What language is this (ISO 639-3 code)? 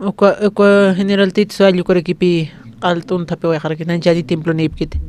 aym